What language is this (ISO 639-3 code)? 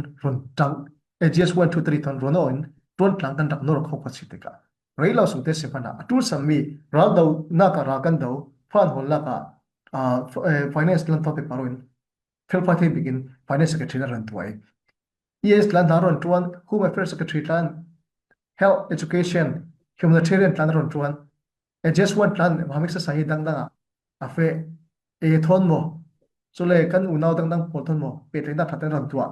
cfm